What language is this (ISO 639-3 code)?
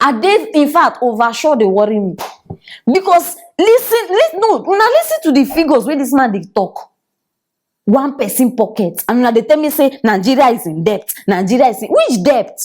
pcm